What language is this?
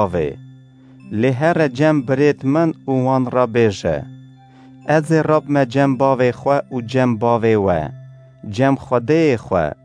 Kurdish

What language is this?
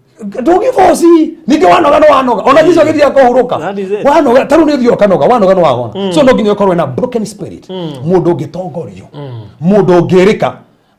Kikuyu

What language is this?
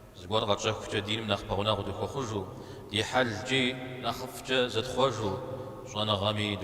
Kabardian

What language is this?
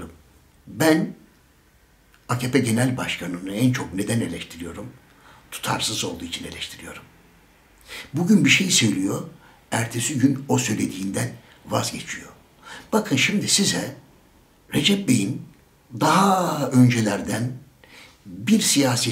Turkish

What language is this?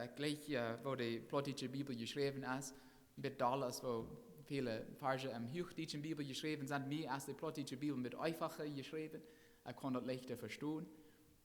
Plautdietsch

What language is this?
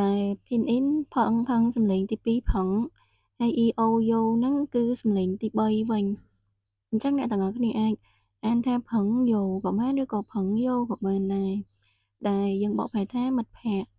Khmer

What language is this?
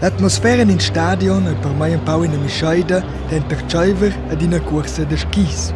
Romansh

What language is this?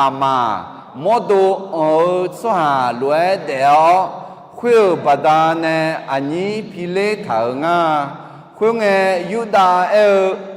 Akha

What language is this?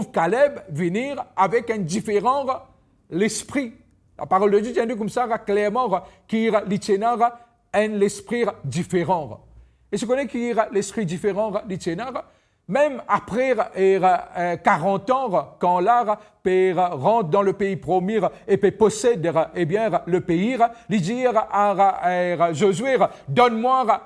Morisyen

